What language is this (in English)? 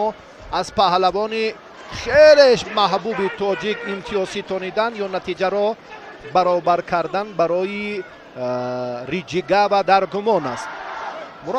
Tajik